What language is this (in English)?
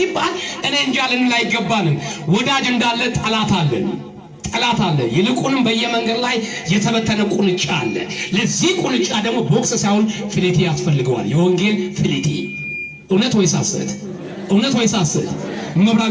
Amharic